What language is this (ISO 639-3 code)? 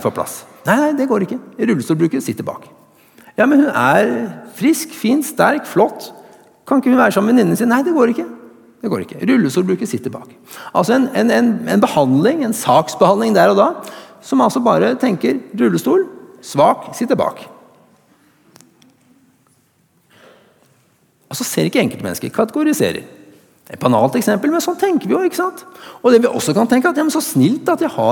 nor